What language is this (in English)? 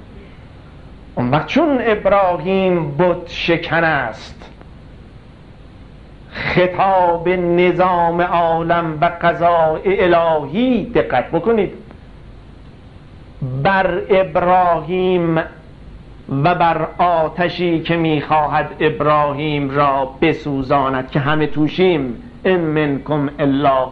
Persian